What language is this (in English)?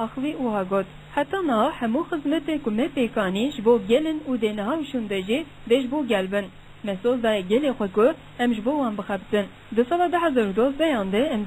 Kurdish